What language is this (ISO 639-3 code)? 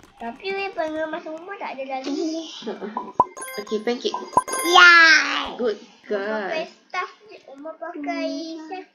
msa